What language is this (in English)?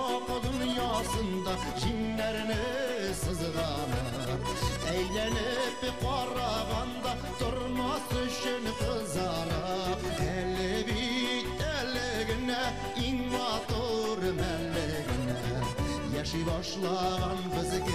Bashkir